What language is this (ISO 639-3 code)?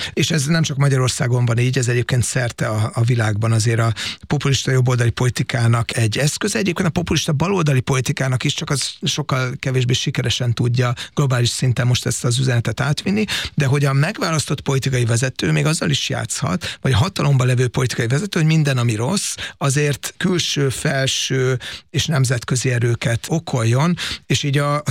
hun